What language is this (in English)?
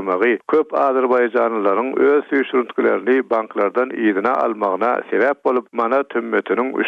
Turkmen